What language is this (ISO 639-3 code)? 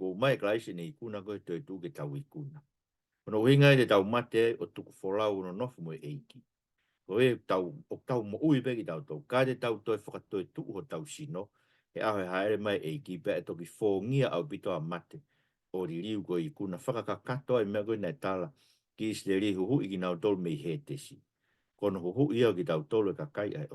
ton